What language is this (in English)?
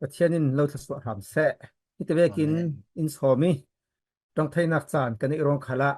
Falam Chin